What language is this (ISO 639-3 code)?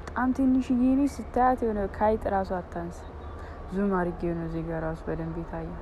amh